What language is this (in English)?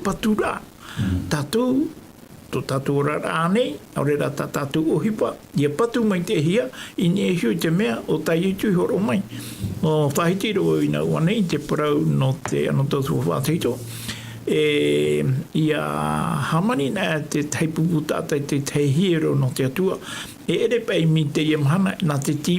Tahitian